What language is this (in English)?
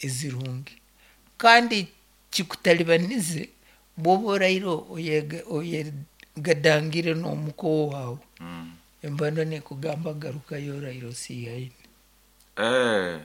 Nyoro